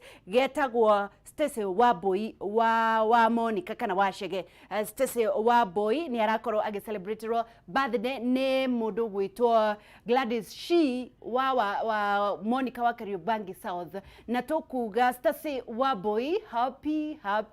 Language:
Kikuyu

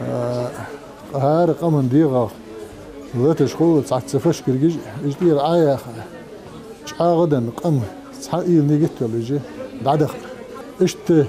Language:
Ingush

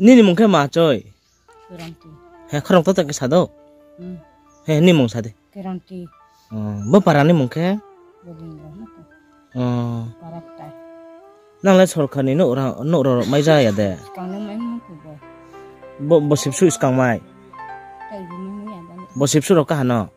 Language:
Riang (India)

